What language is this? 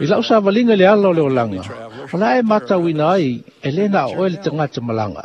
Samoan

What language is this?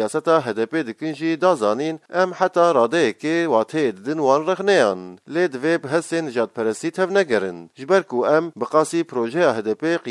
Kurdish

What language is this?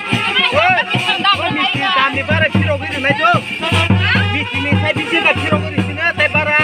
Kok Borok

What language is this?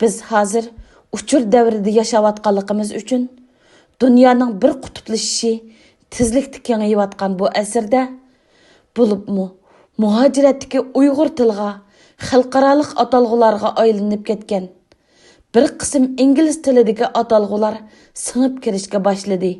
Uyghur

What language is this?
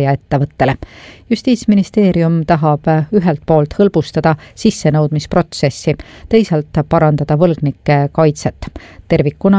Estonian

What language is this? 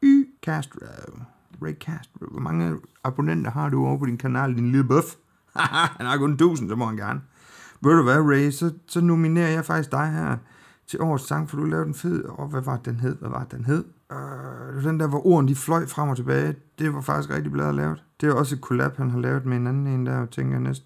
Danish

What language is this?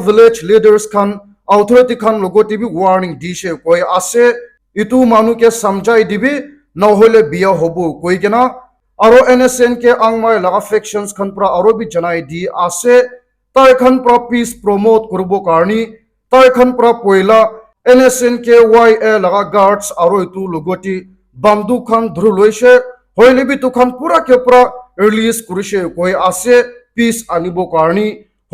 Naga Pidgin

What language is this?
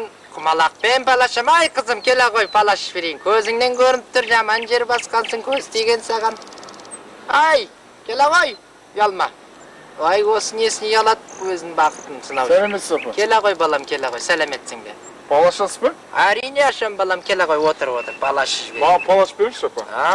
Kazakh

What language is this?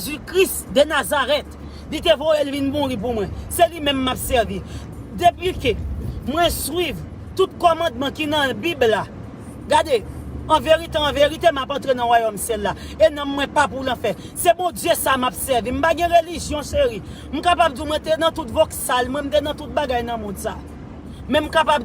Haitian Creole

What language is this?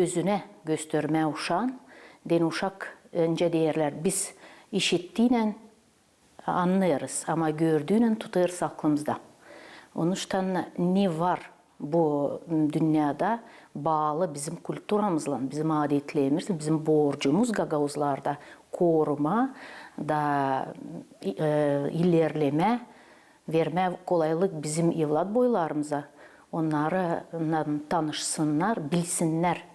Gagauz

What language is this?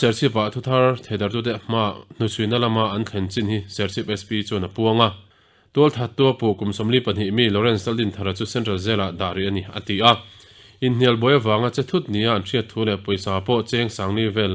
Mizo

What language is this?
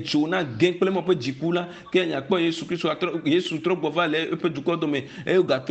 Ewe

